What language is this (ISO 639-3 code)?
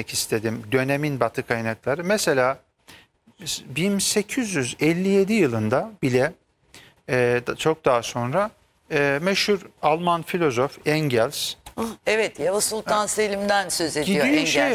tur